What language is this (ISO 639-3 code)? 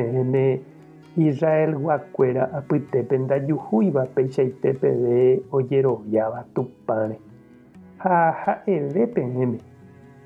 grn